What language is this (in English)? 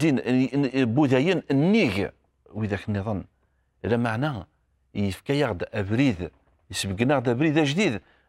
Kabyle